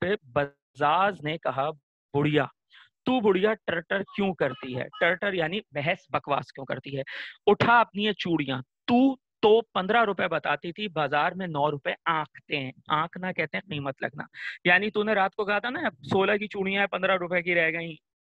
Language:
Urdu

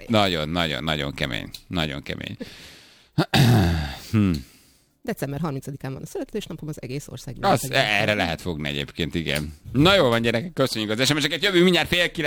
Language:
Hungarian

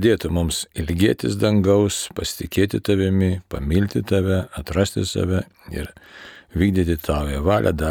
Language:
Lithuanian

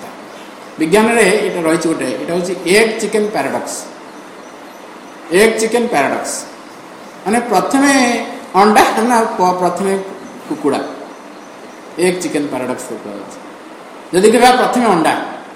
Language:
Odia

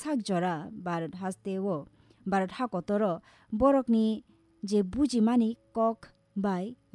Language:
Kok Borok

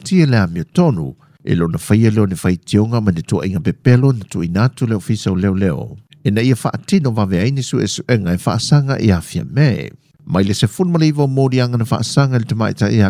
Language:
Samoan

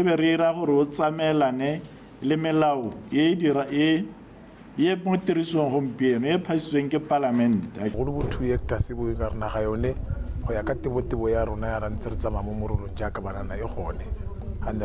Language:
Tswana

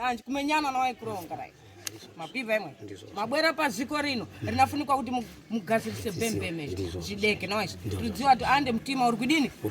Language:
Shona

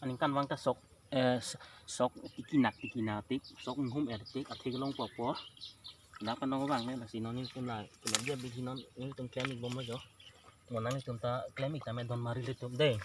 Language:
Karbi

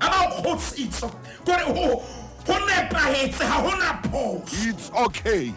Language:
Southern Sotho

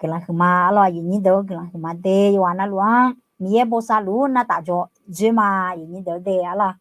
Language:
Akha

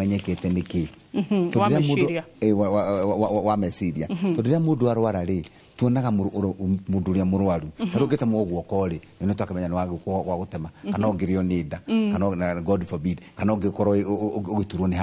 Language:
Kikuyu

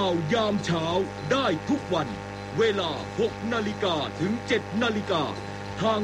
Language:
Thai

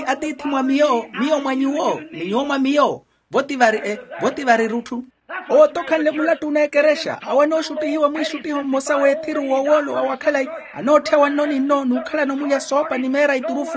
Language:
Makhuwa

